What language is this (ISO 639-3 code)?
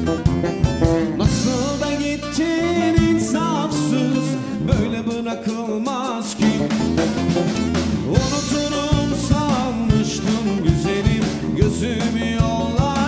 tur